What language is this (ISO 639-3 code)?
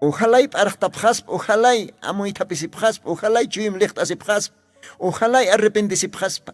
aym